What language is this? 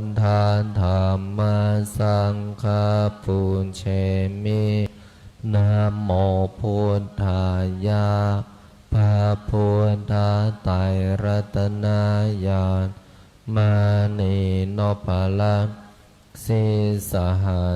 Pali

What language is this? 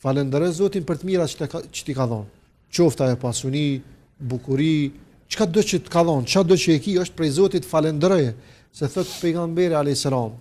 Albanian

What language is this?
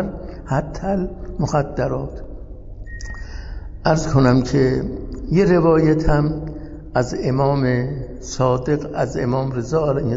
Persian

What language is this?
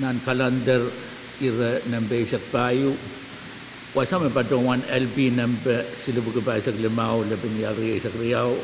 Pohnpeian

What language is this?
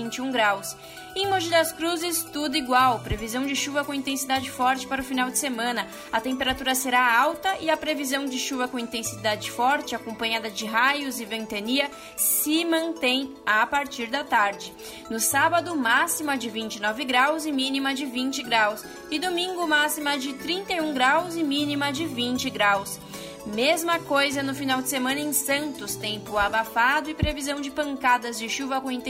Portuguese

